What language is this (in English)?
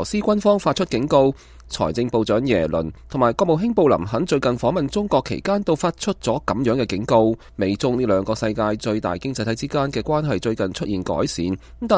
Cantonese